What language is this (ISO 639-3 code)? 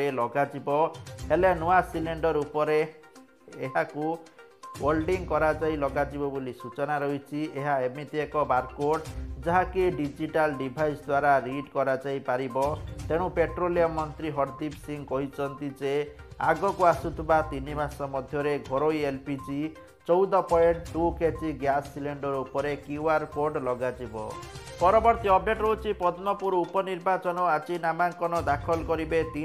ori